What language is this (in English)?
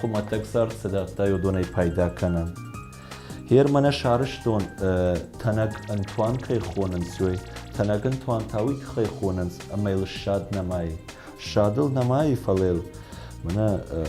Ossetic